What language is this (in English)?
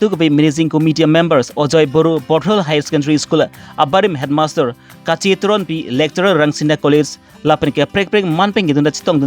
Karbi